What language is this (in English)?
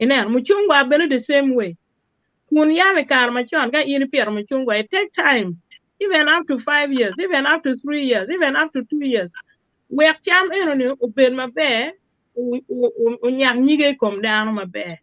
Acoli